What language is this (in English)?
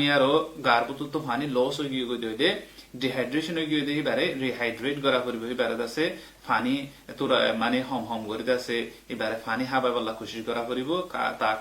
Rohingya